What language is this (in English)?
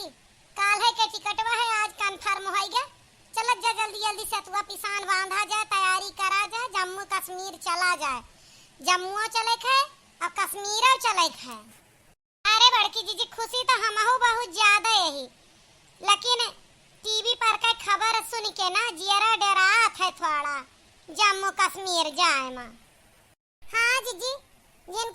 Awadhi